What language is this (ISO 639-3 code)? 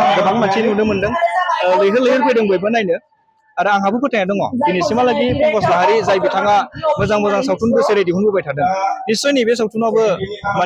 brx